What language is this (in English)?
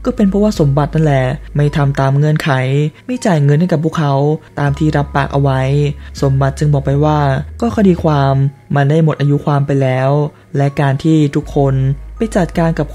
Thai